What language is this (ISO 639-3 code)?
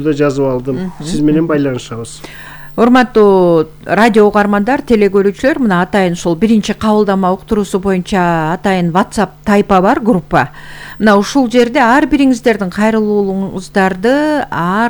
kir